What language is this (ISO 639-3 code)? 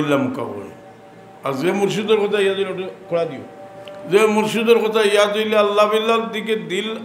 syl